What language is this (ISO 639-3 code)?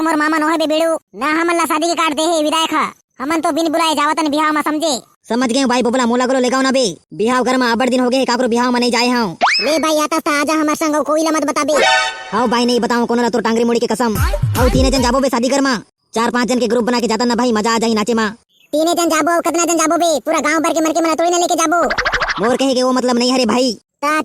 hne